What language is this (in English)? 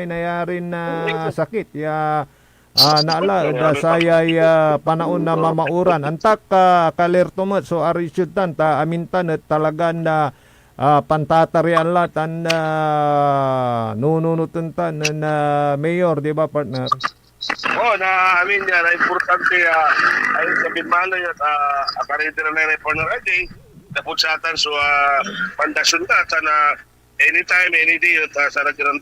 Pangasinan